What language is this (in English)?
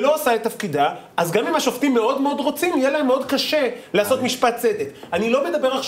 Hebrew